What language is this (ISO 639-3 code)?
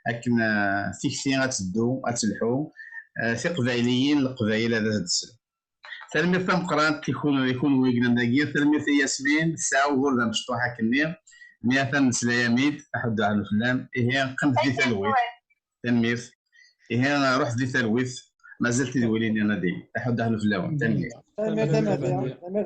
kab